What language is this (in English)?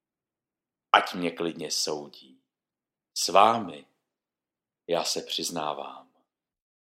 Czech